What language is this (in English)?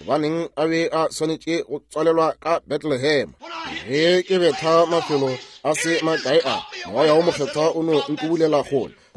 Northern Sotho